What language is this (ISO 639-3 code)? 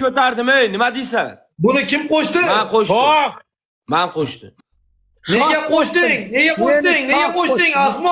uzb